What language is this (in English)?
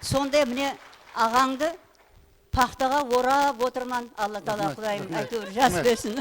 Kara-Kalpak